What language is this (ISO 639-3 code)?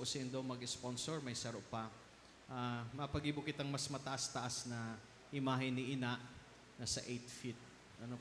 bik